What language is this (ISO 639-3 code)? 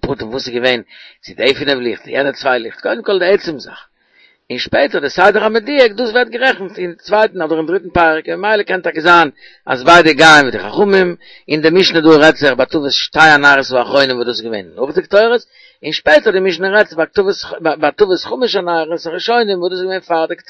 yid